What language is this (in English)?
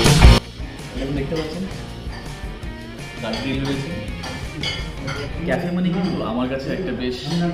Bangla